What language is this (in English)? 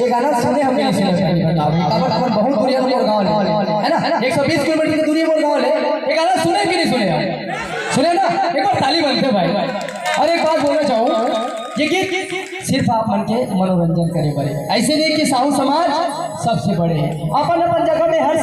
Chhattisgarhi